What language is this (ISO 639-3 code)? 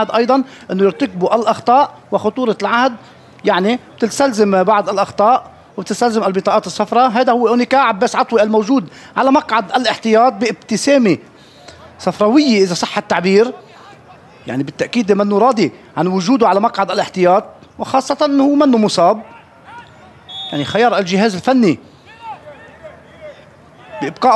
apc